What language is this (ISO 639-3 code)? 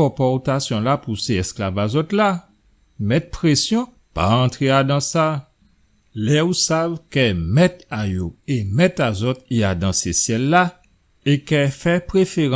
gcf